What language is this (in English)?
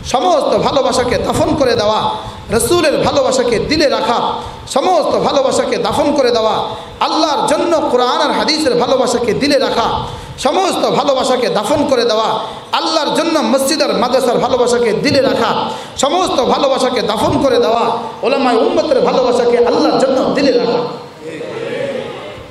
Bangla